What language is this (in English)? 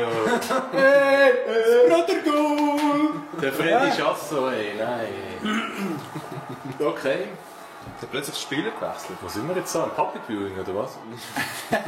Swiss German